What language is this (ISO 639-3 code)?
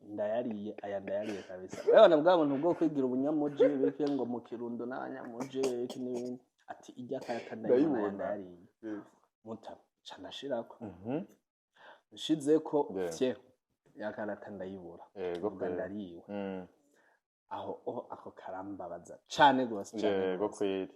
run